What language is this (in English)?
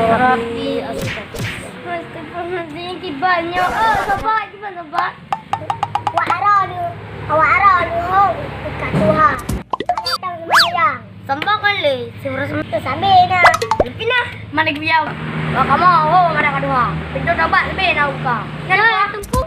Achinese